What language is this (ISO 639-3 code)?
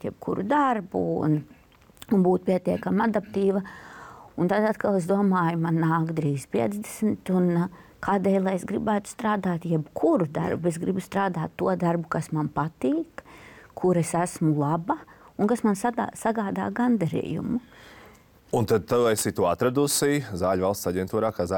lav